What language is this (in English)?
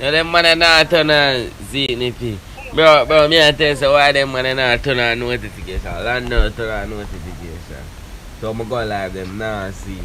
Jamaican Creole English